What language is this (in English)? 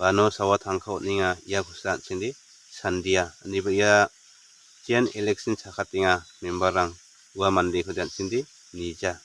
Garo